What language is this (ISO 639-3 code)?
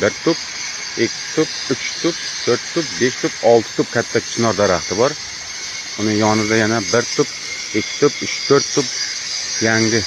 uzb